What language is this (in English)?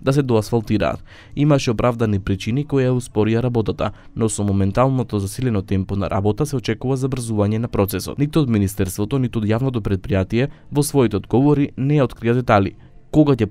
Macedonian